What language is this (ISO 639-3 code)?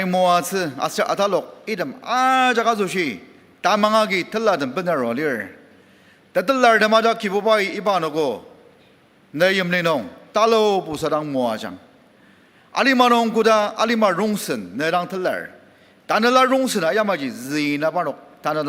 njo